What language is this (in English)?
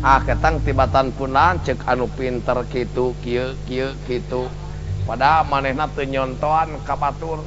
Sundanese